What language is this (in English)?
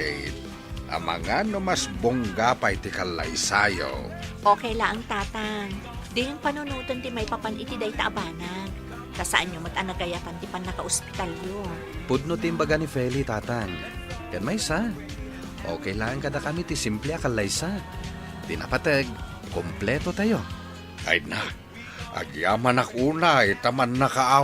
Iloko